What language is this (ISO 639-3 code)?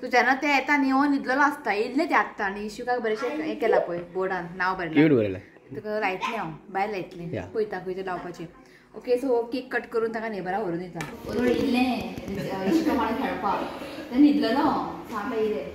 kok